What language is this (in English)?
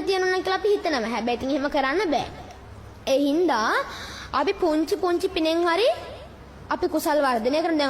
Sinhala